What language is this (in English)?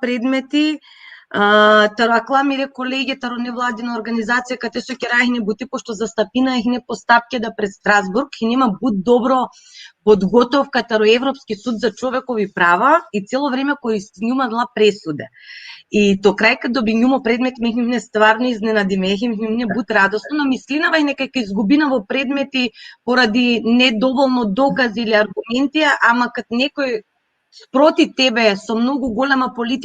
Balkan Romani